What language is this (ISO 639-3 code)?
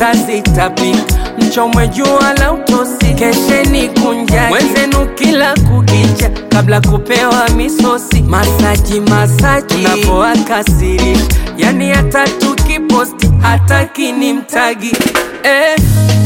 swa